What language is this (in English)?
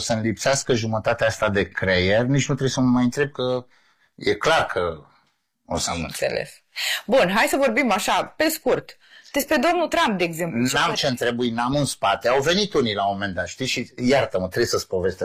Romanian